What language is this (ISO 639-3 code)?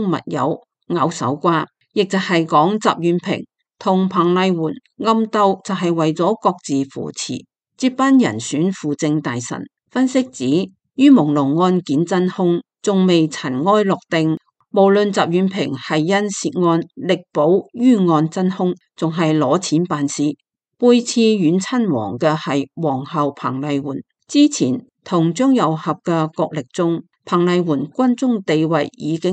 yue